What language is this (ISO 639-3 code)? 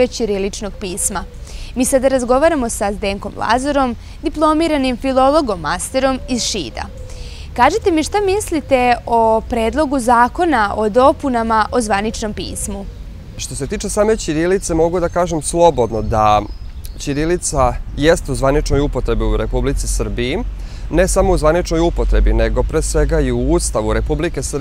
srp